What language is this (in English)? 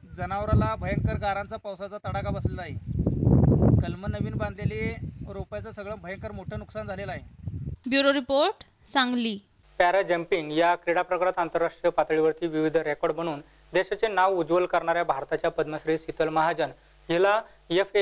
Marathi